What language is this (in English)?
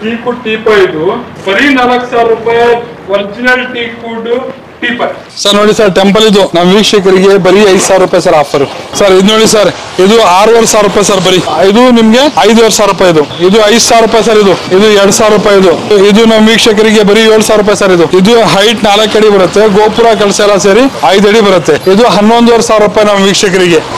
Kannada